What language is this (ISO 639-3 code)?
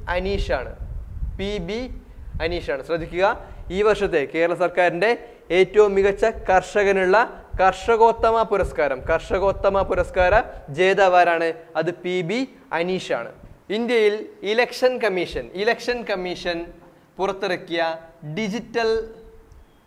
mal